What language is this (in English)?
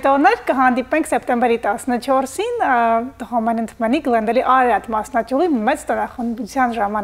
Western Armenian